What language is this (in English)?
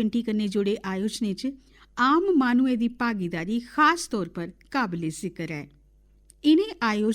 Dogri